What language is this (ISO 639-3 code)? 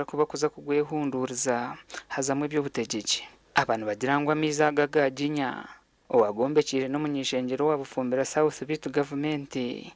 nyn